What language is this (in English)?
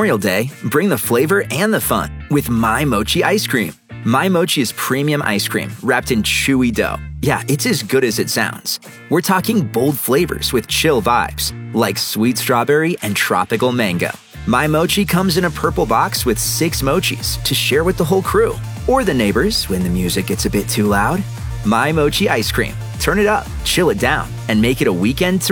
English